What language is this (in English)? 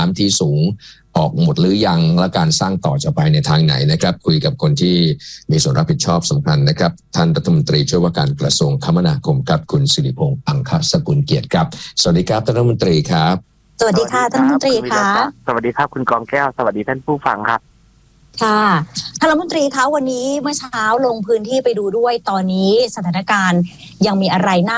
Thai